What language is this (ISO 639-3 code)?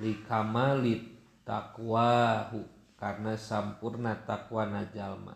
sun